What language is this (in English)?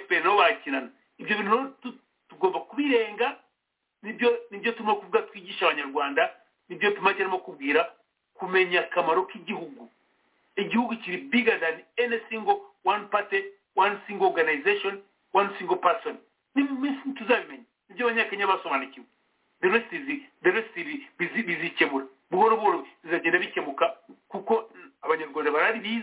Kinyarwanda